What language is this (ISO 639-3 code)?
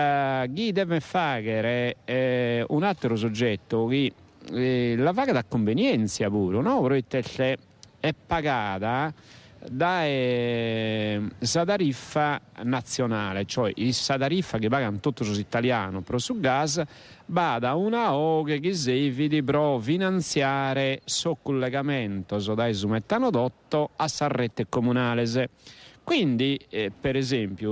srd